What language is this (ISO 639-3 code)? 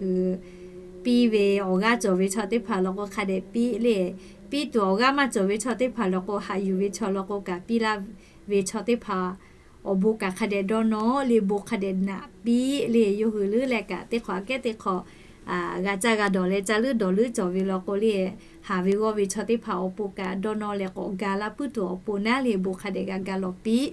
lhu